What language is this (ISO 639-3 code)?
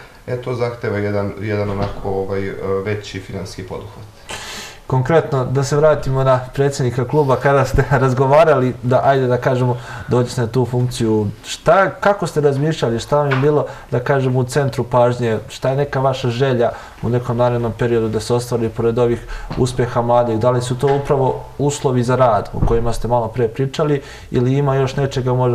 srp